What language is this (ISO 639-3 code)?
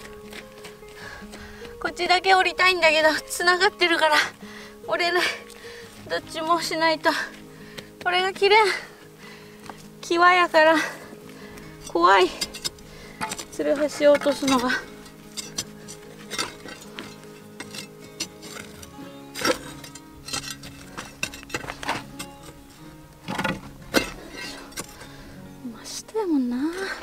jpn